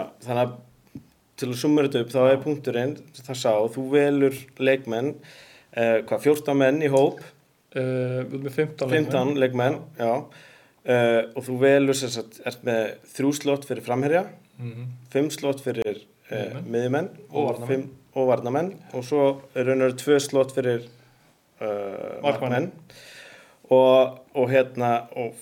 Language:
Icelandic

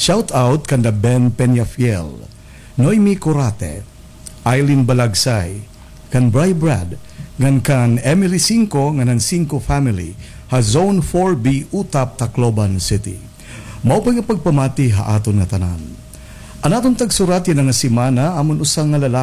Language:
Waray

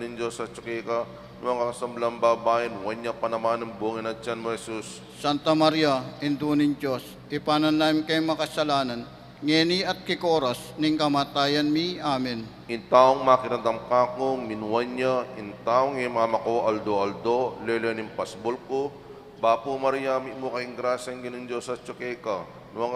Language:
Pampanga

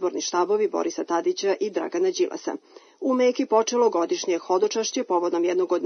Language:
Serbian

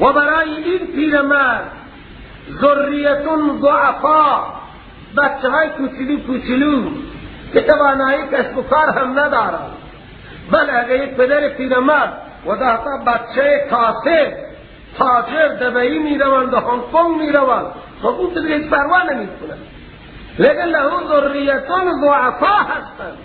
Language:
Persian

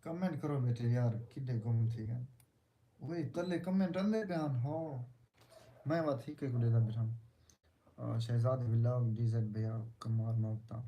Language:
Saraiki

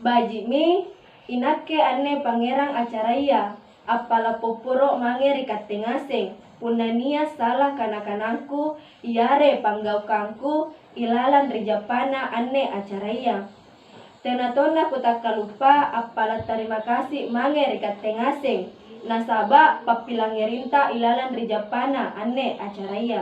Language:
Makasar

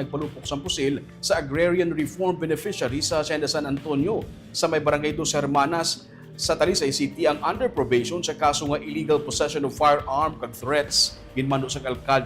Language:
Hiligaynon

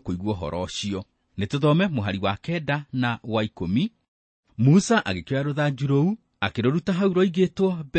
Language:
Kikuyu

